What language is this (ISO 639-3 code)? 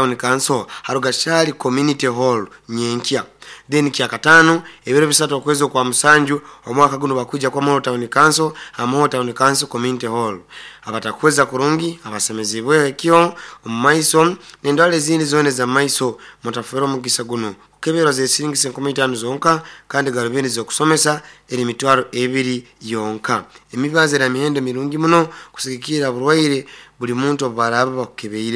nyo